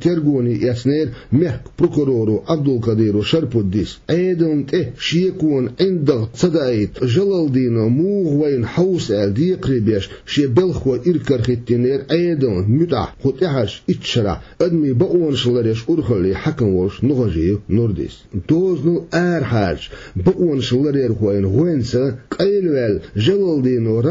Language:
Chechen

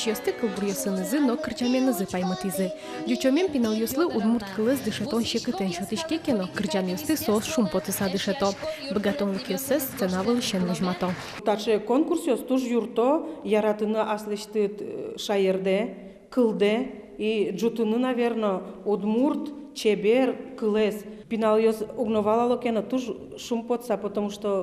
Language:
Udmurt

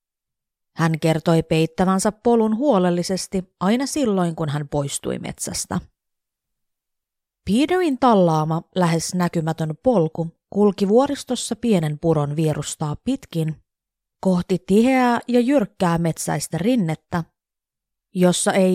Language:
Finnish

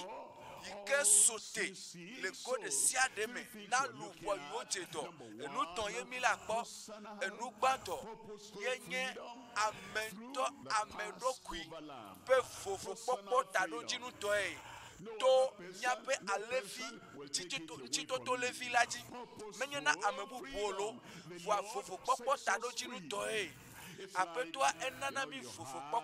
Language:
Ewe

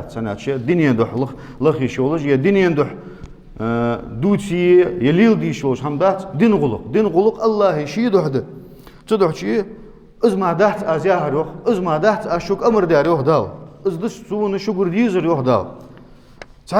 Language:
Ingush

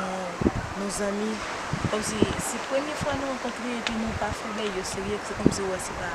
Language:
Haitian Creole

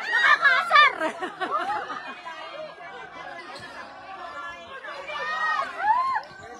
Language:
Filipino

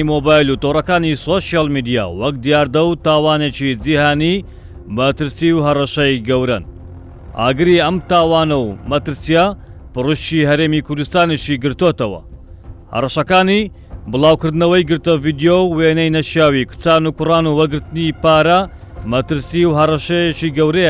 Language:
Central Kurdish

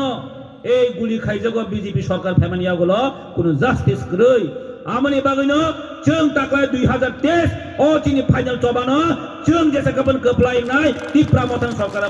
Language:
Kok Borok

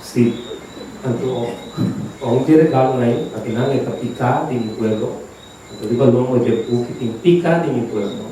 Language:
Papiamento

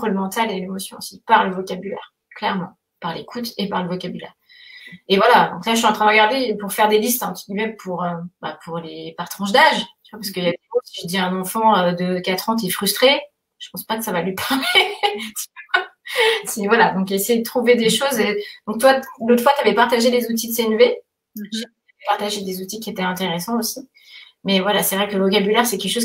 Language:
French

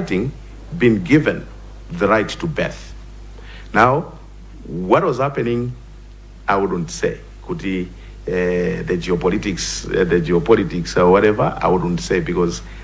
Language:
Nyanja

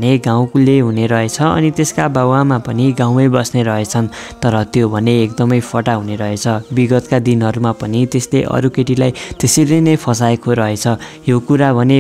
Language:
Nepali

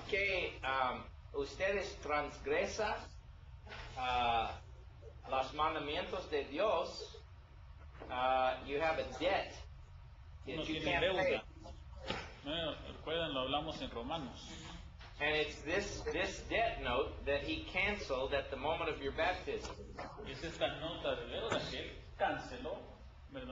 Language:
Spanish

